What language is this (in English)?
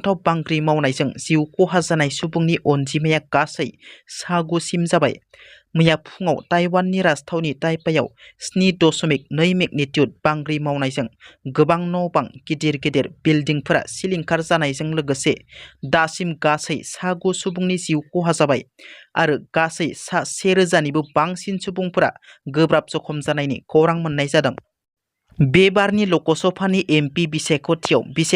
Bodo